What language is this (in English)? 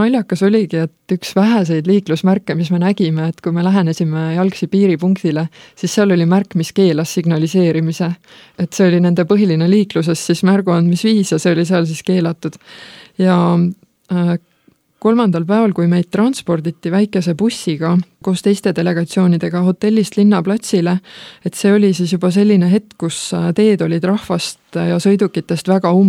Estonian